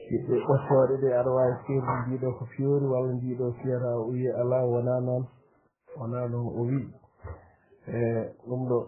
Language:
Fula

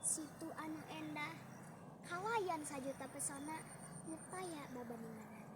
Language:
Sundanese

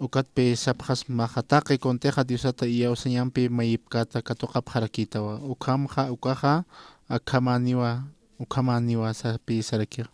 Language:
Aymara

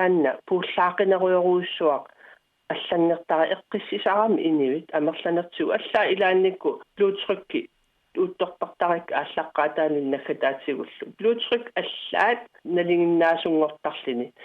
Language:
Kalaallisut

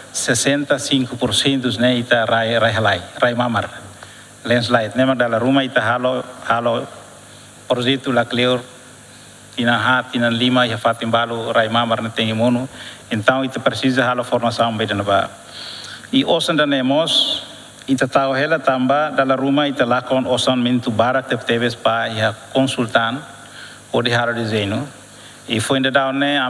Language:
Tetum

